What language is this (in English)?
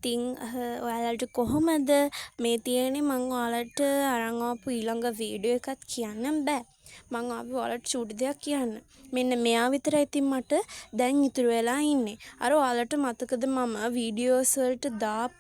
Sinhala